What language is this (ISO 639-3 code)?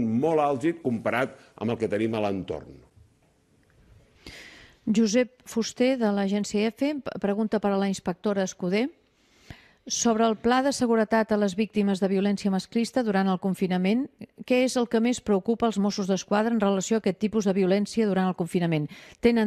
cat